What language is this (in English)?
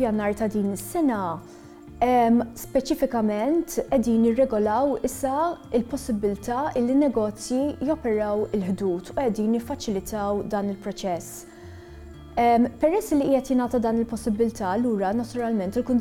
Maltese